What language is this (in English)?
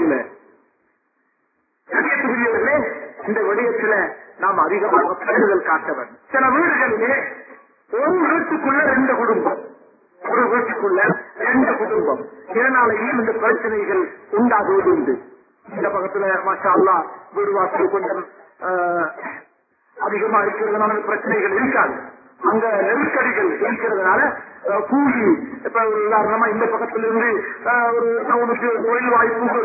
Tamil